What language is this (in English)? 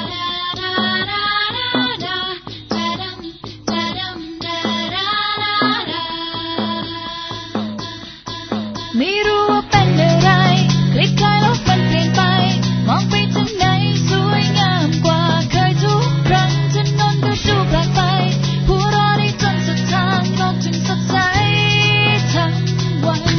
Thai